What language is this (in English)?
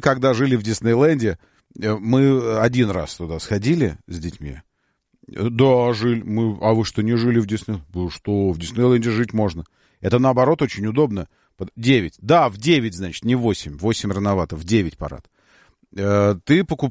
Russian